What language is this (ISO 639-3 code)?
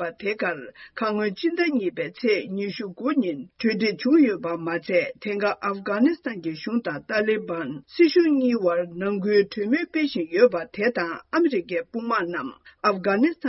bod